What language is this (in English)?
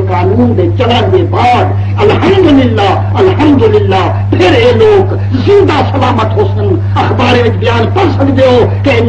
Saraiki